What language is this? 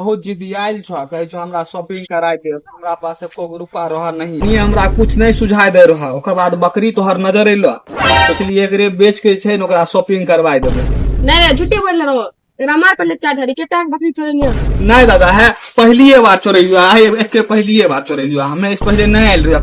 Maithili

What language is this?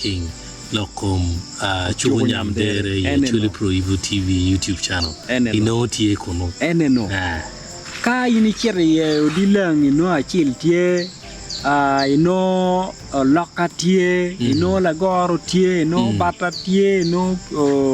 Acoli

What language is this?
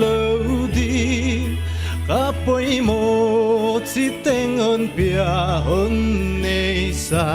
Paite Chin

